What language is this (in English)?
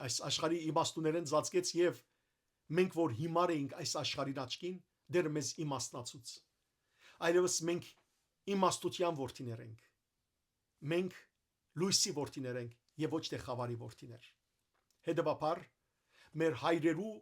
Western Armenian